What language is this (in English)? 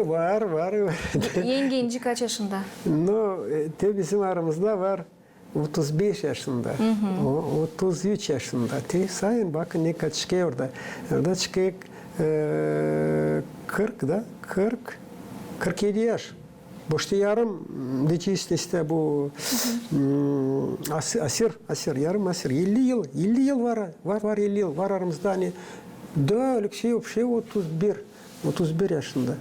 Gagauz